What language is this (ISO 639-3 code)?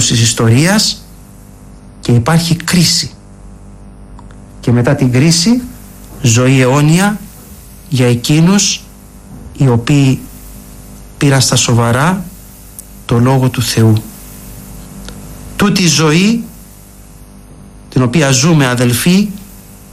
ell